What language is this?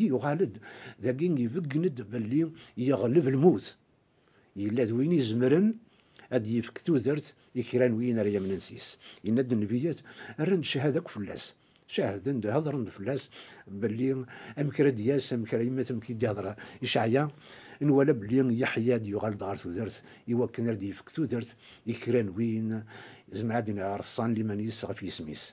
Kabyle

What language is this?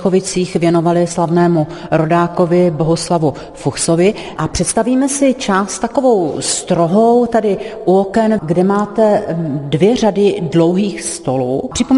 Czech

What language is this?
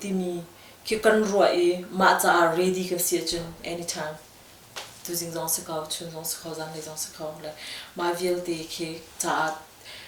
Hakha Chin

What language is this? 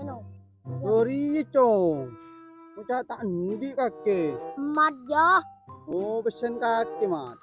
Madurese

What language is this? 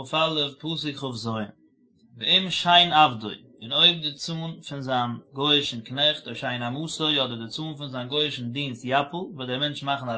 Yiddish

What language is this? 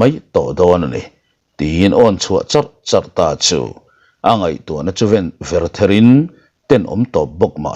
Mizo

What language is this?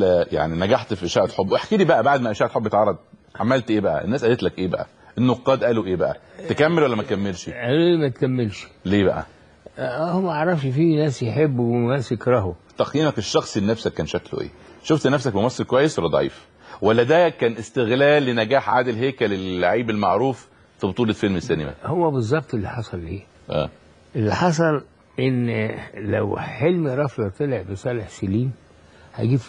Egyptian Arabic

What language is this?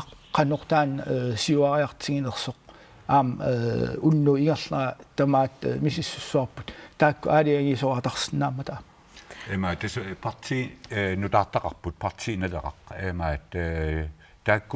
Kalaallisut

